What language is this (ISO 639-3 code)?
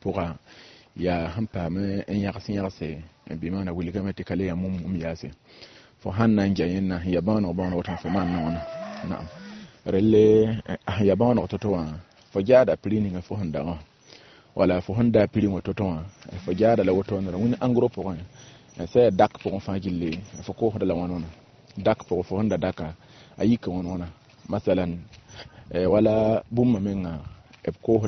mos